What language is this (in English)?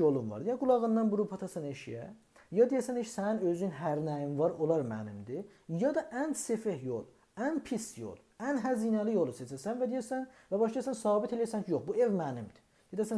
South Azerbaijani